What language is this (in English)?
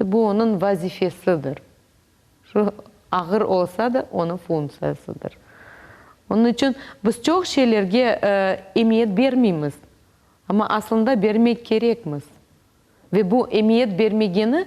Crimean Tatar